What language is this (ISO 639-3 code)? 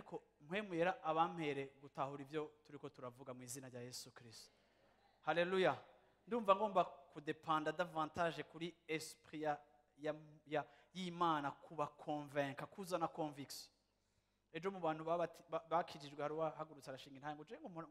run